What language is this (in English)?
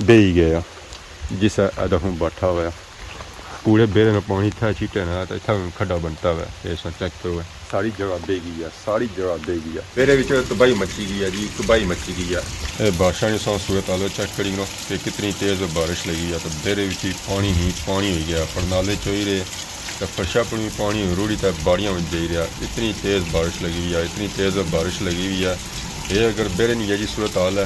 Pahari-Potwari